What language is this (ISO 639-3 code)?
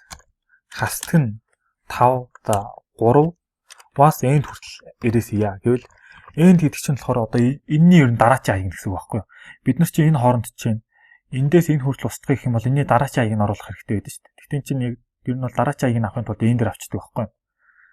mon